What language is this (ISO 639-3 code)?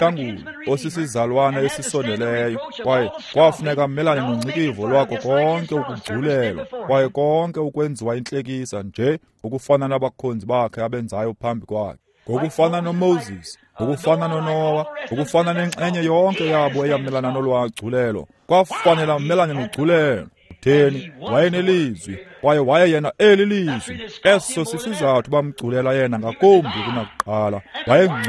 xho